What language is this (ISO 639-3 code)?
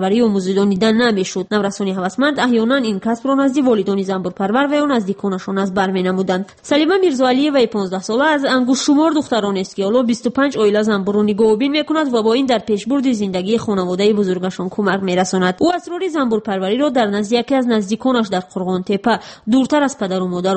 tgk